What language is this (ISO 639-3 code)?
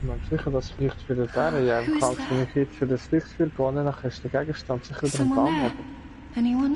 gsw